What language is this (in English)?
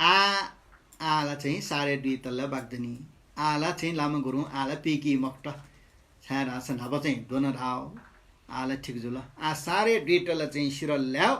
Newari